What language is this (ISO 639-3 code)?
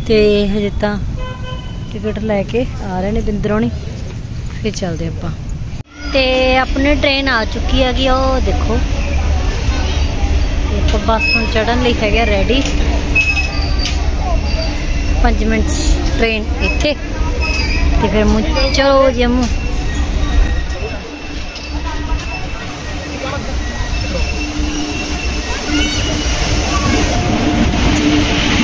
pan